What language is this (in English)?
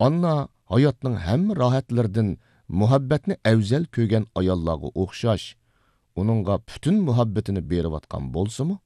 Uyghur